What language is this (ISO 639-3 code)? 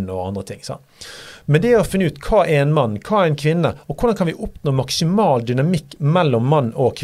nor